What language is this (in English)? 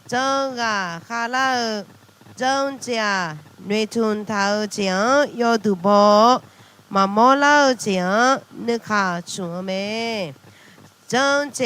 Akha